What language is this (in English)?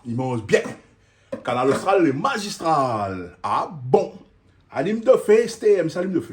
Réunion Creole French